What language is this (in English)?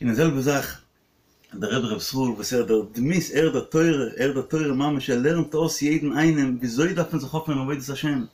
Yiddish